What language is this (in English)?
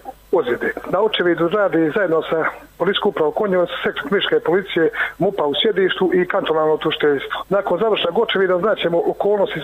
Bosnian